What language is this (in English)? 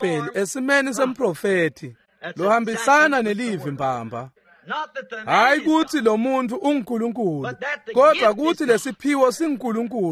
Swati